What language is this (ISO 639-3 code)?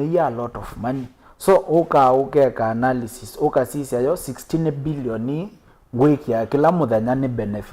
kam